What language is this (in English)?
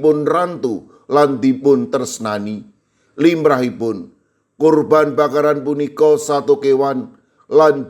Javanese